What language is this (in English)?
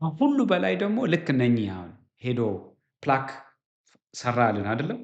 Amharic